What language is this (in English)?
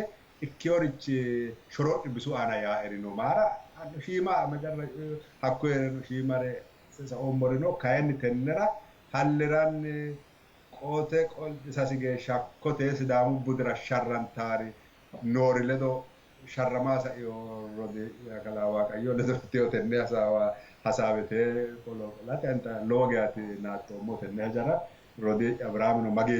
Sidamo